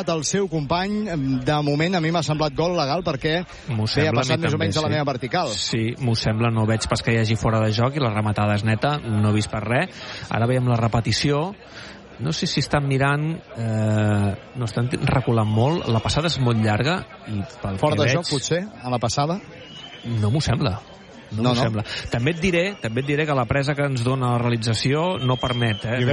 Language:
Catalan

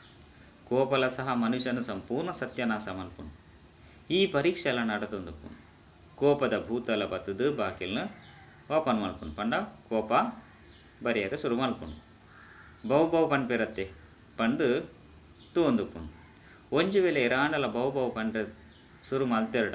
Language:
Tulu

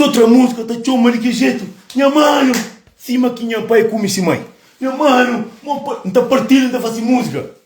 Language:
Kabuverdianu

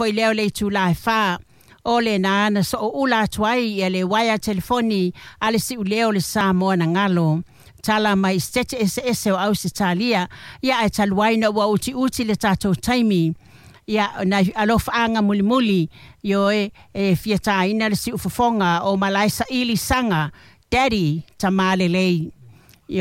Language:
Samoan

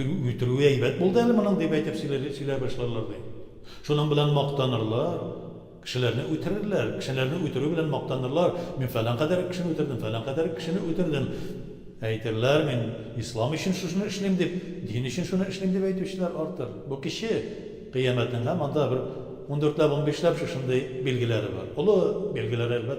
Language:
Tatar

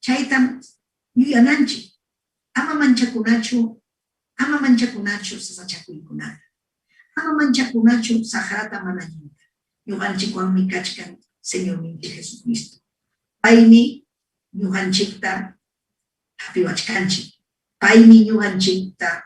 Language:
Ayacucho Quechua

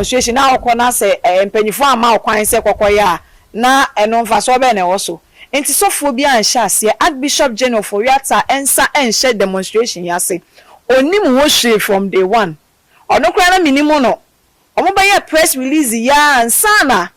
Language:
Akan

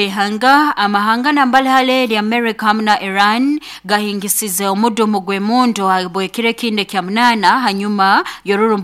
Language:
Nyoro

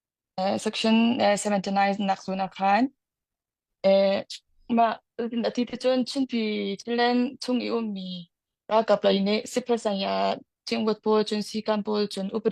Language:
Hakha Chin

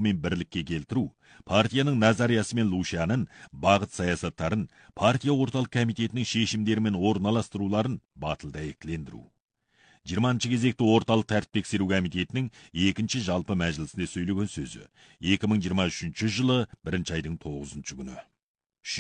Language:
Kazakh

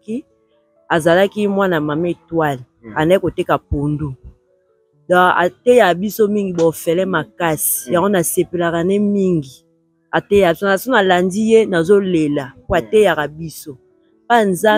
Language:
Lingala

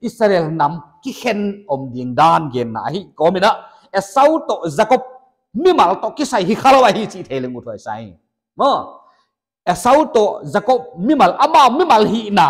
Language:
Paite Chin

